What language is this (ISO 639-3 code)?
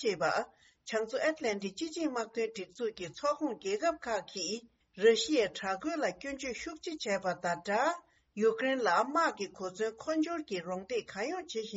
bod